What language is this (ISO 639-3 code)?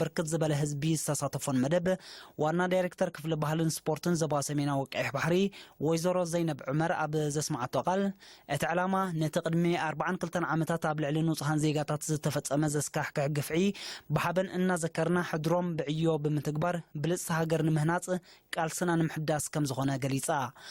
tir